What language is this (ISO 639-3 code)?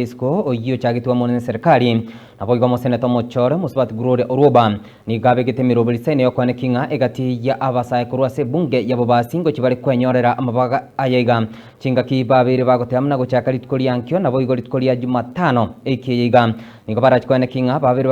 guz